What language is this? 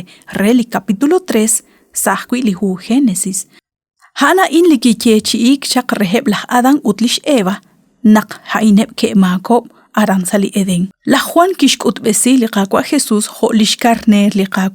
Kekchí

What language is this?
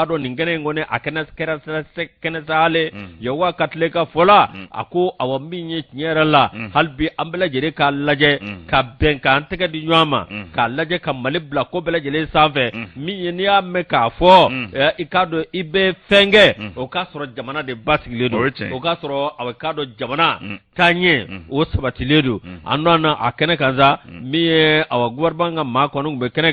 Bambara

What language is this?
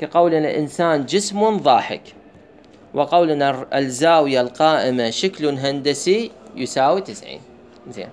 Mesopotamian Arabic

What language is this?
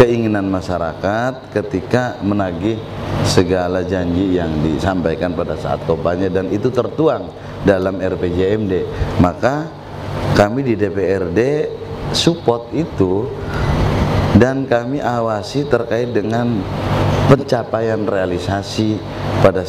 Indonesian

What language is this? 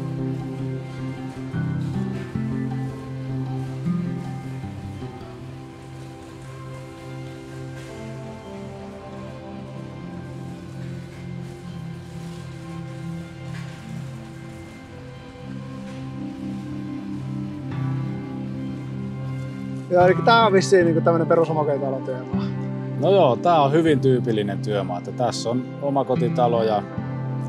Finnish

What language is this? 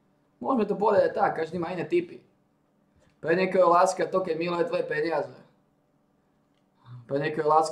Slovak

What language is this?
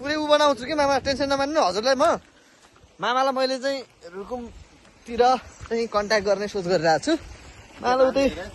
Nepali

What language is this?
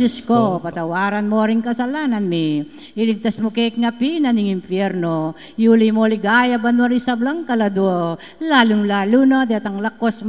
Pampanga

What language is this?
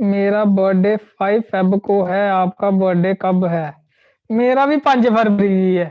Dogri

